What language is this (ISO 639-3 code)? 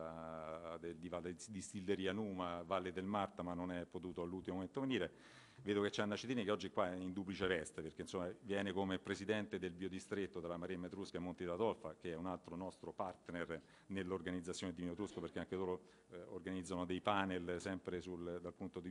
ita